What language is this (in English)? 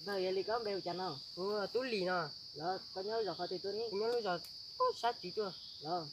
Hmong